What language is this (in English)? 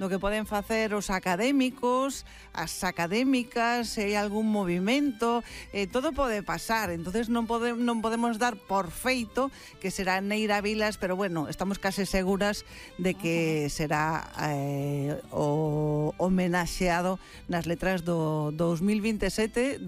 Galician